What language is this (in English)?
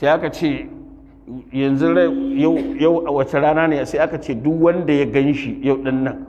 Hausa